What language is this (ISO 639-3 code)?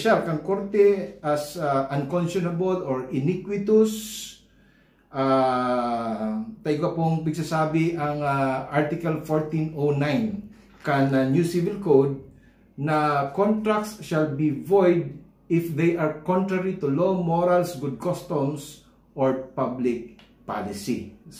bik